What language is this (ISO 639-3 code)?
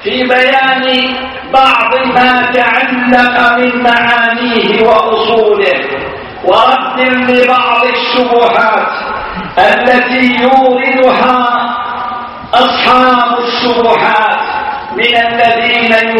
ara